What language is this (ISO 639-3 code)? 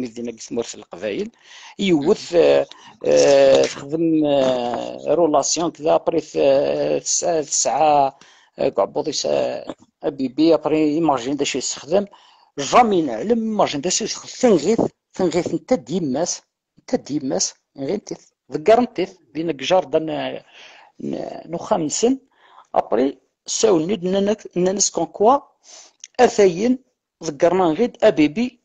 kab